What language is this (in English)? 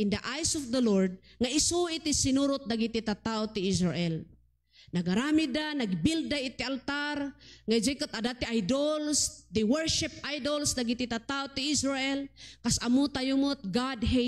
Iloko